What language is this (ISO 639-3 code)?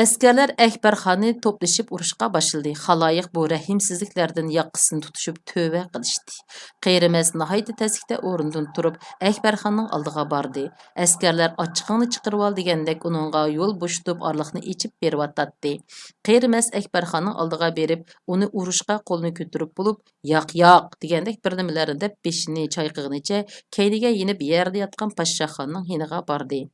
uig